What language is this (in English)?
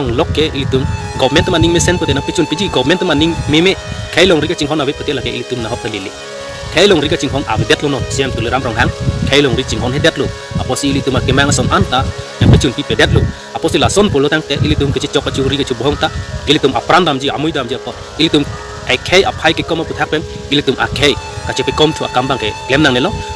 Karbi